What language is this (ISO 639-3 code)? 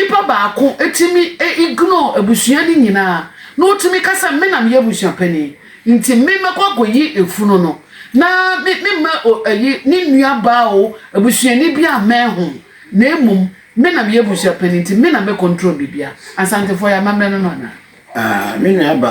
aka